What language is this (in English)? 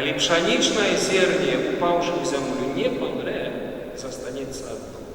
Belarusian